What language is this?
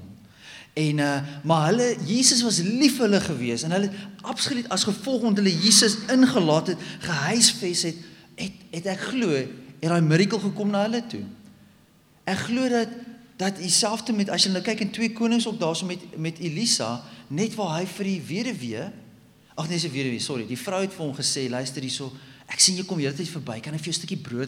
Afrikaans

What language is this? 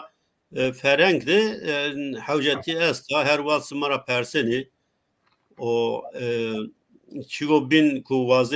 Zaza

